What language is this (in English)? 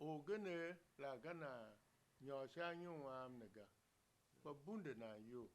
Tiv